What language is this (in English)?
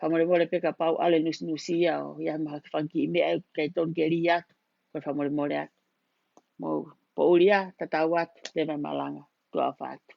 Tongan